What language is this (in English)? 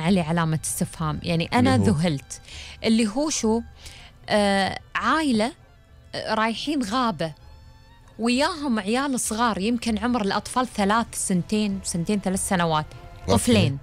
Gulf Arabic